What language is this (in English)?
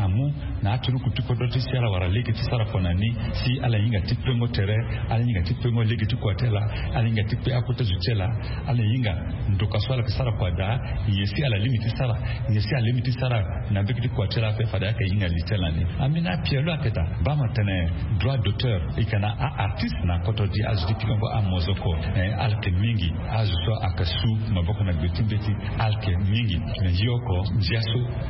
Sango